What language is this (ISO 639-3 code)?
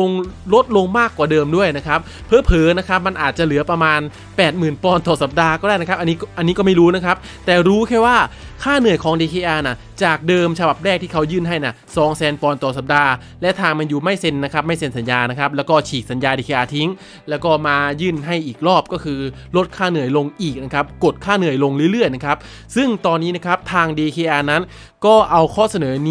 tha